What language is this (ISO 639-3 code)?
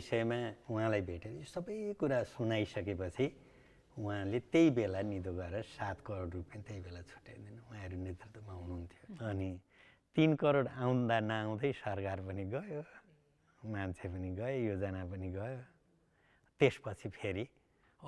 nep